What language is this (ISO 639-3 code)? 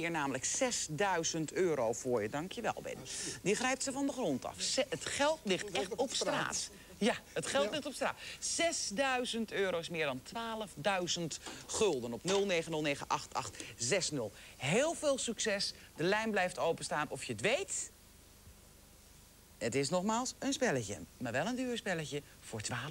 nld